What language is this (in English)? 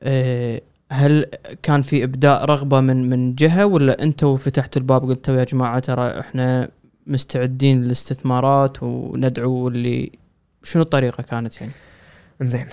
Gulf Arabic